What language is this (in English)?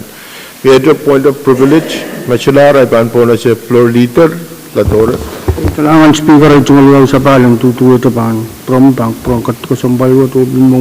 Pohnpeian